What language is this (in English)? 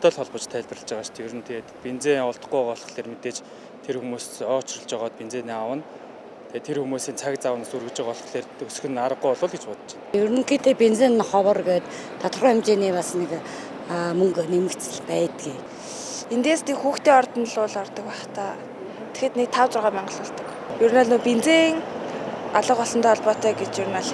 Mongolian